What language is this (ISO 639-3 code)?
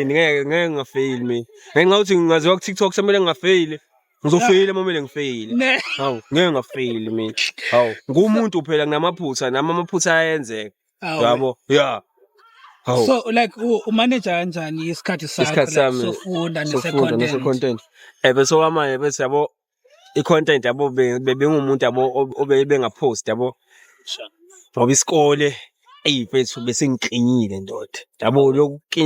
zul